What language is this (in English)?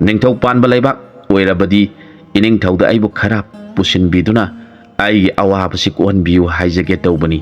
Manipuri